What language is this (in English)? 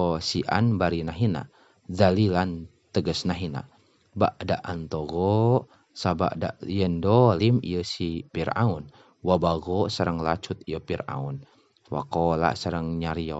Sundanese